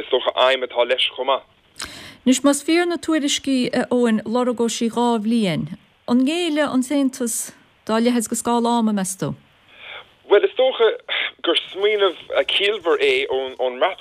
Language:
Irish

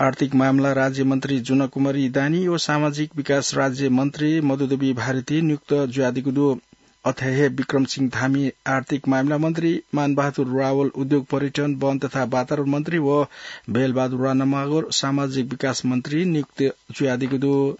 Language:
Newari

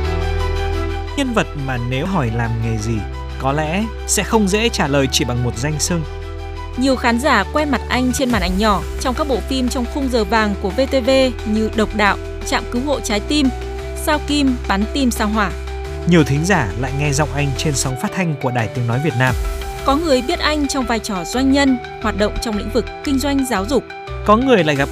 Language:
Vietnamese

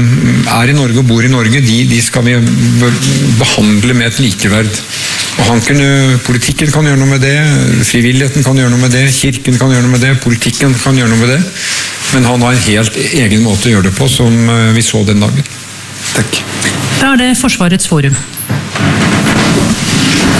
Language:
Norwegian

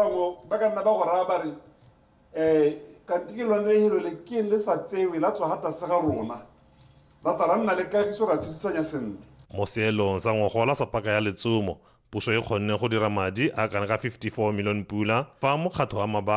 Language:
Tswana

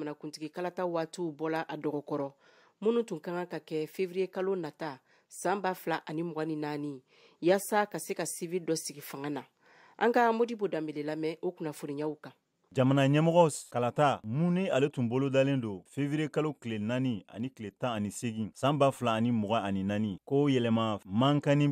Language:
Bambara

